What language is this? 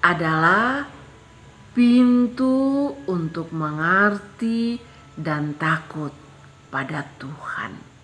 Kupang Malay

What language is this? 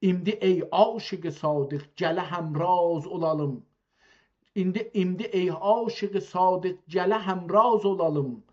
South Azerbaijani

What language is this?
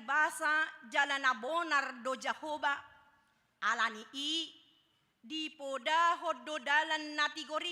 Batak Toba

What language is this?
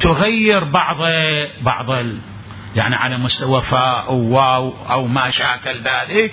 Mesopotamian Arabic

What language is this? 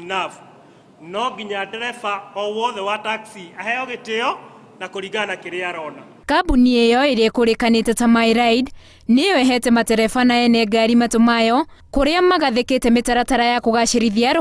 Kikuyu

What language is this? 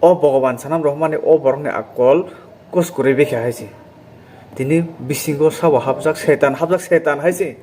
Kok Borok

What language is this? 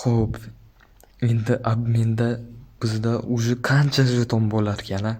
Uzbek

